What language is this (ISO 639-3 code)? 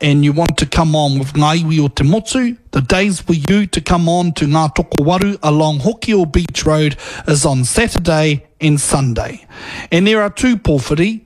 mri